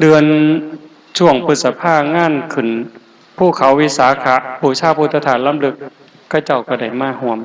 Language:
Northeastern Thai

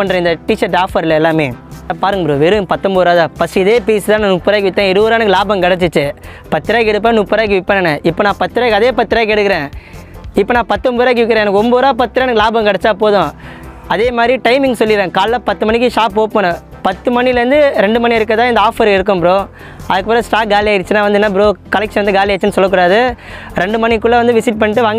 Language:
Tamil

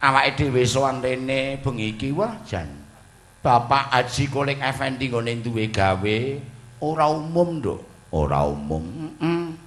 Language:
Javanese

